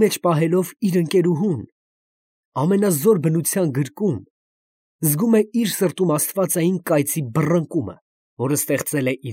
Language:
Armenian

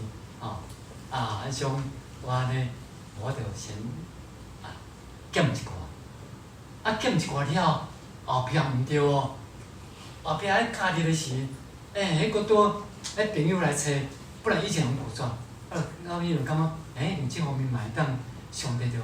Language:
Min Nan Chinese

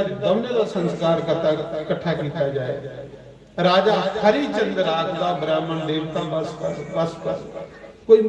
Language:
Dogri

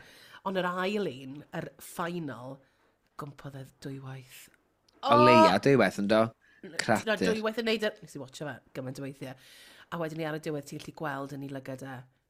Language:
Welsh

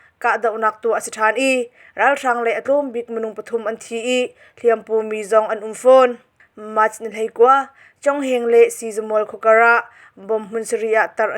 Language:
Hakha Chin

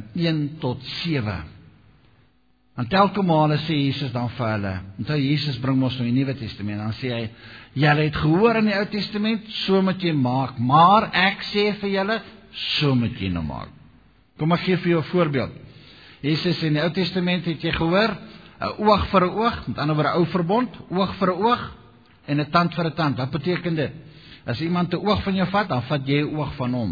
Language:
Afrikaans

